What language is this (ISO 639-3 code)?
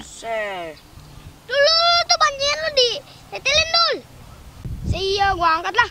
bew